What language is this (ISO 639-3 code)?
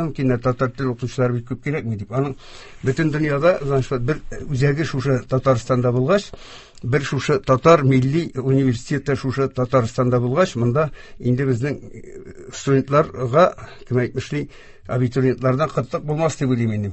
tat